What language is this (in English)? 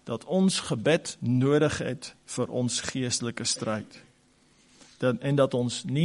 Afrikaans